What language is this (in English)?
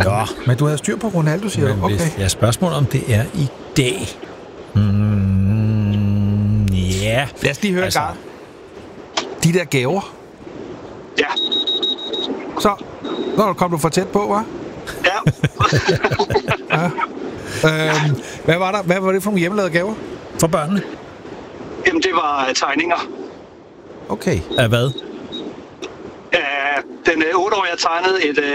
Danish